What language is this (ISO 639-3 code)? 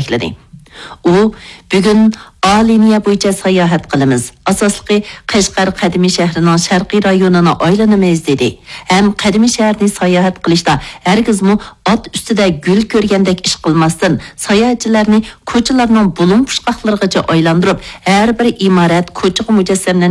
uig